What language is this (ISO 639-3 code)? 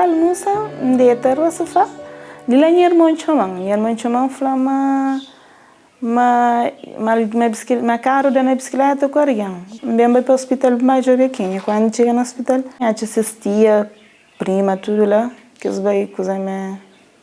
kea